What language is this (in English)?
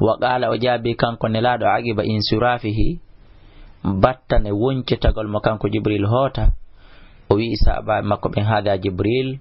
Fula